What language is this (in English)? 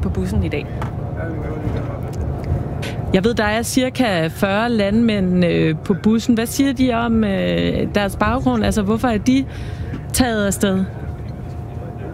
Danish